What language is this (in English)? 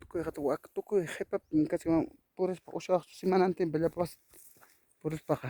Ayacucho Quechua